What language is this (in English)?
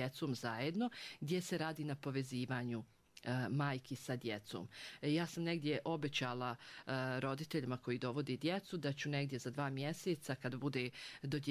Bosnian